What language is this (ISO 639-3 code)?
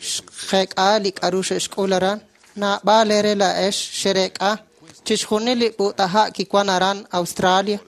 kek